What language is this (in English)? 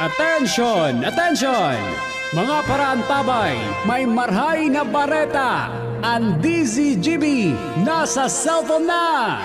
Bikol